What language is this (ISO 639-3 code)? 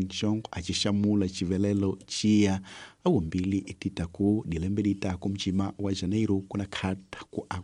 tso